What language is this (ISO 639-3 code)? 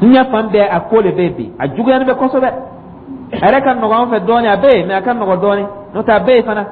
dyu